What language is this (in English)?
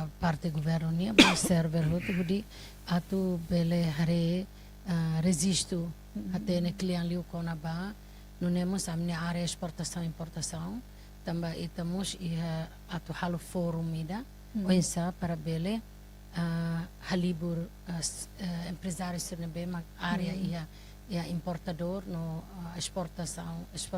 Tetum